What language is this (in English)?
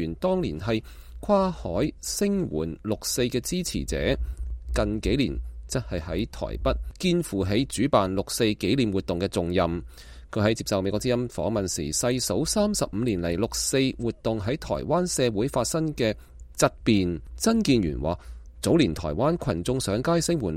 Cantonese